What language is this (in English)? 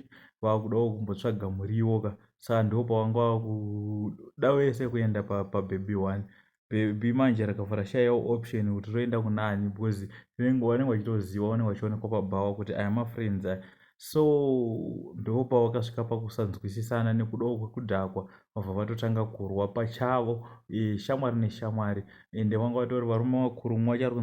Shona